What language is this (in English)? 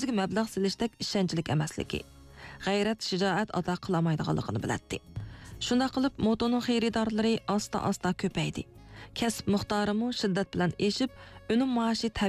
Uyghur